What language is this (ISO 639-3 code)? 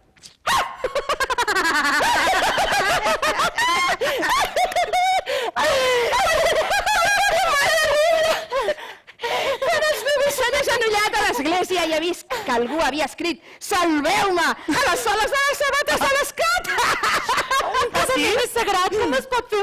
cat